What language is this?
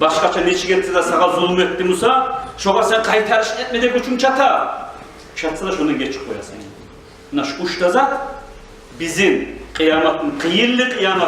Kumyk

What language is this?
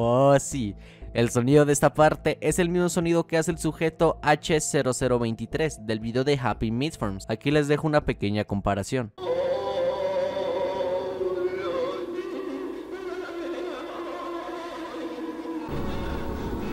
Spanish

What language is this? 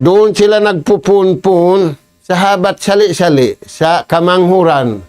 Tausug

